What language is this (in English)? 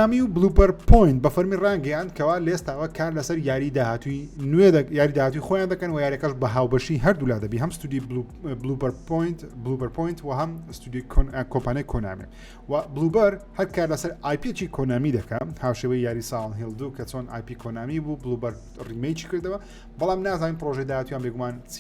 Central Kurdish